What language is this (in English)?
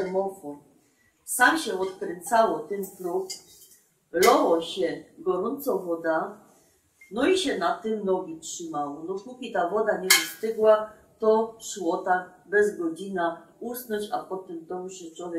Silesian